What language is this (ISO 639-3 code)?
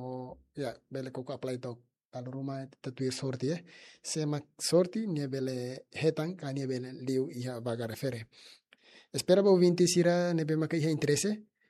tet